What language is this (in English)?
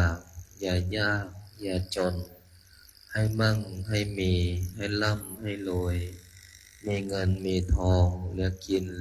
Pali